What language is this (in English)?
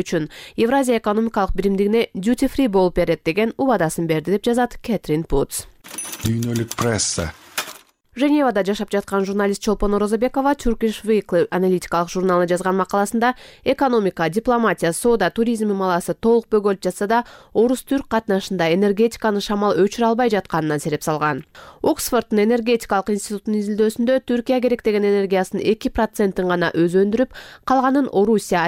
Kyrgyz